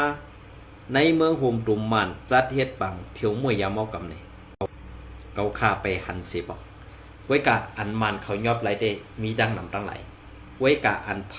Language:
Shan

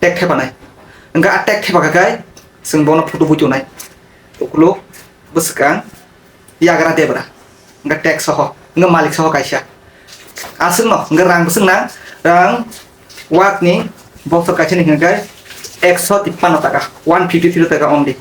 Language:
Kok Borok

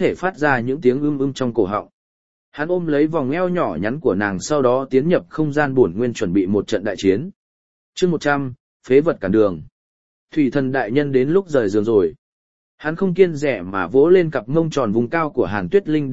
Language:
Vietnamese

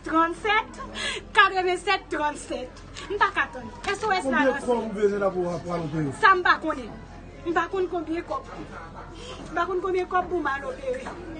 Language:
Haitian Creole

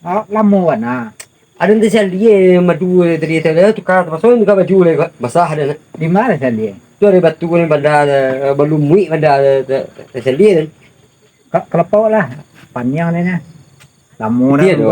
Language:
Minangkabau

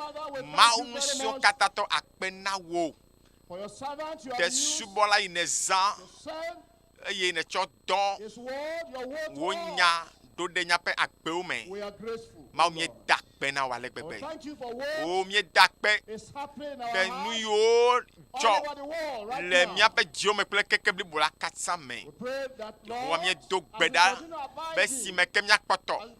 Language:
Ewe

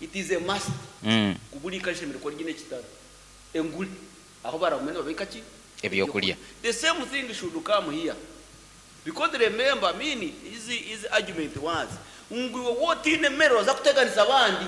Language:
Nyankole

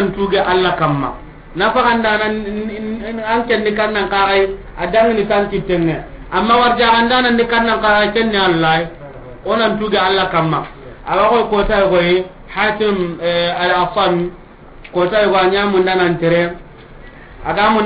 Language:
Soninke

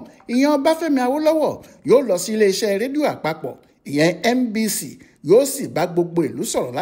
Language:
Yoruba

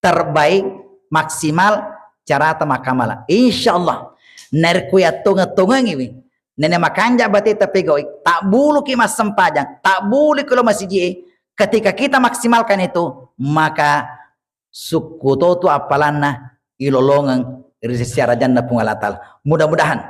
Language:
Buginese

